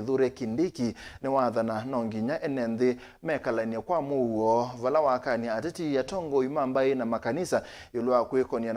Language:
Kamba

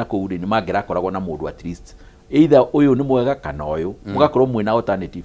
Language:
Kikuyu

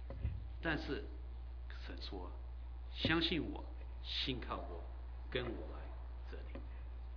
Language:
Chinese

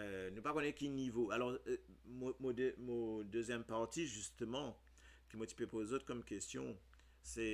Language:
Morisyen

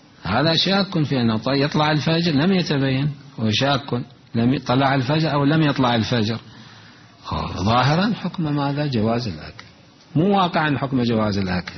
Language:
Mesopotamian Arabic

